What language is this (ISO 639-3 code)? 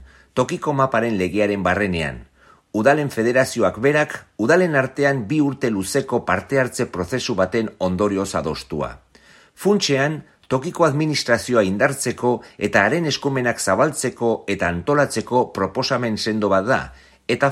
eus